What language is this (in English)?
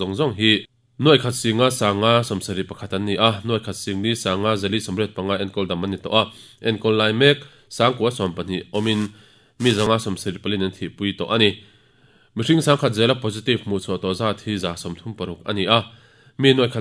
Mizo